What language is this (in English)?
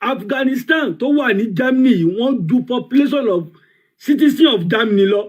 Yoruba